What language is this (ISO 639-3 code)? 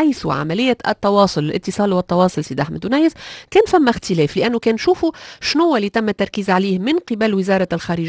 aeb